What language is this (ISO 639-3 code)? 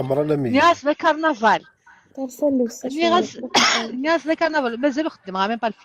kab